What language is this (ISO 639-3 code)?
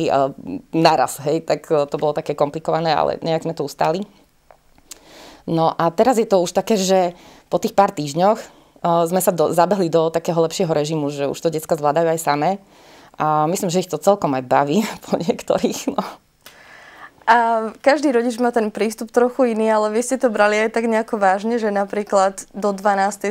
slk